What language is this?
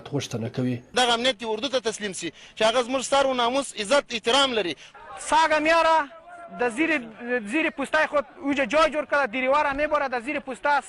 Pashto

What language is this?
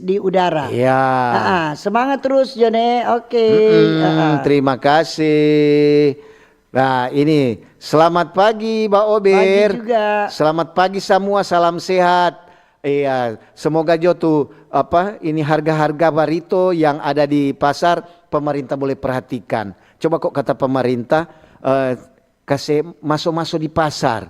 Manado Malay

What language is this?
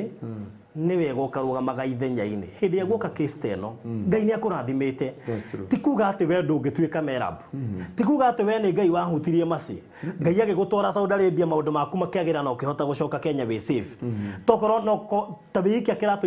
Kikuyu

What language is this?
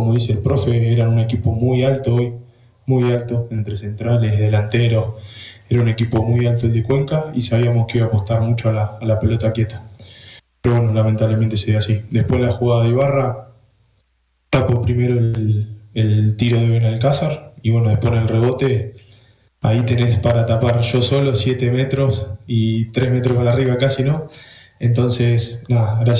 Spanish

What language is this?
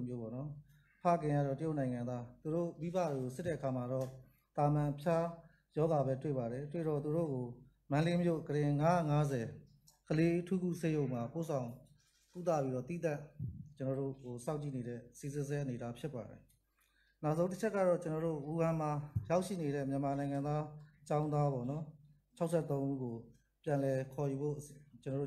Burmese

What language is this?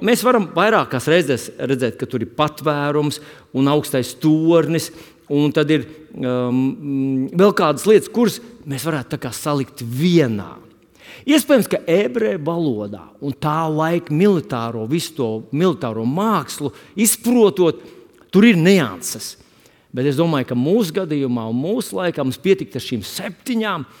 Latvian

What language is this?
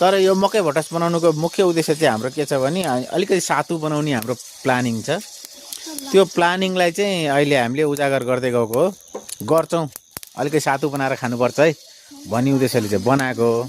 Nepali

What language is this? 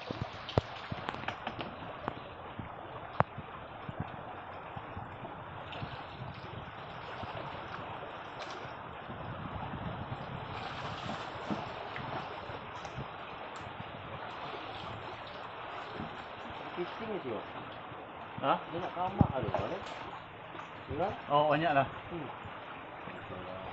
Malay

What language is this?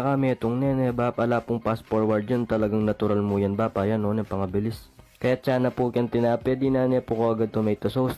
Pampanga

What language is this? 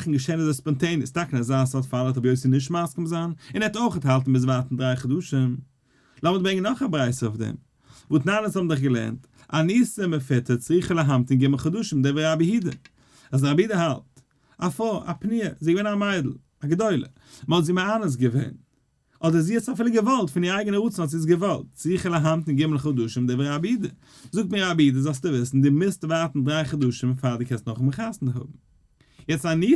Yiddish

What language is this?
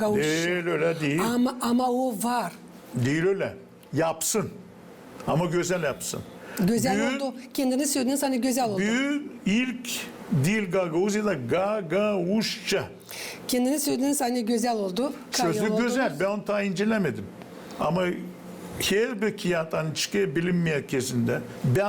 Gagauz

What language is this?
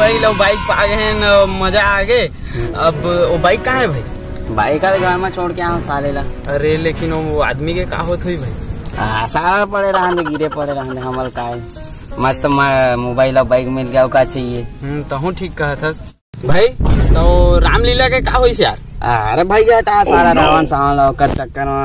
Chhattisgarhi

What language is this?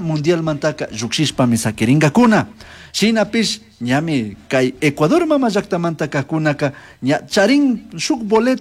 Chimborazo Highland Quichua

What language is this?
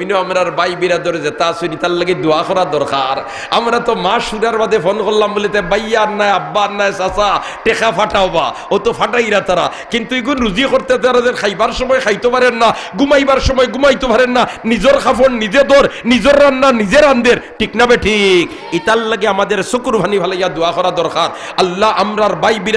Sylheti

